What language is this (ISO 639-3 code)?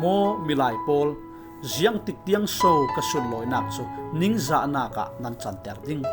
cfm